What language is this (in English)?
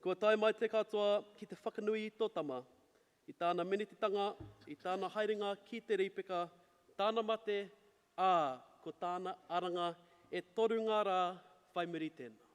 Māori